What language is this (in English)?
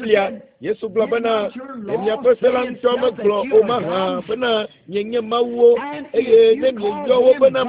Ewe